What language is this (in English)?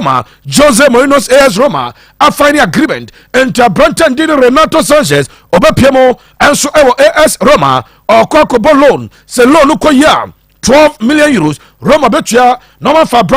Akan